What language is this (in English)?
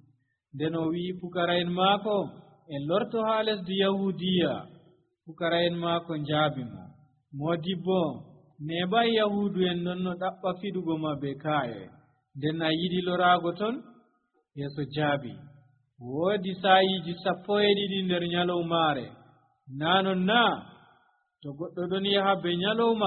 Nigerian Fulfulde